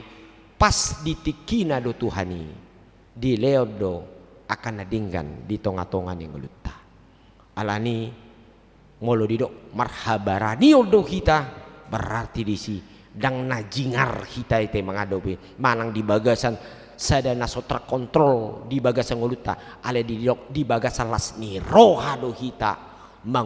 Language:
Batak Toba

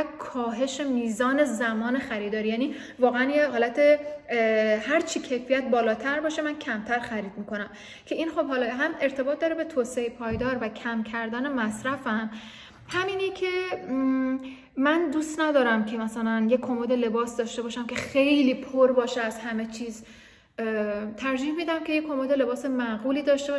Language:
Persian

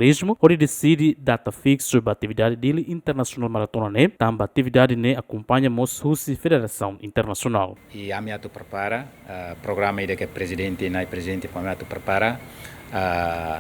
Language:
Tetum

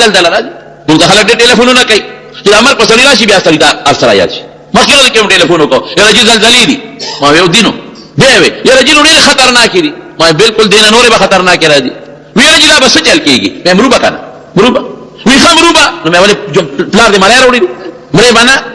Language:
Pashto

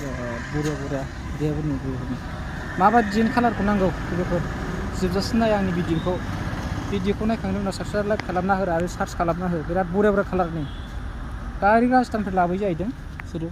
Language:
Bodo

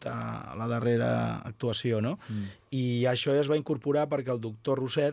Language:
Catalan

